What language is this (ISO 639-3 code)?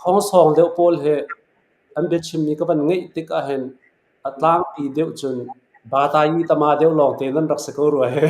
cnh